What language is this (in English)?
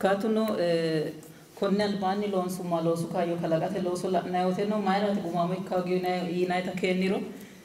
Sidamo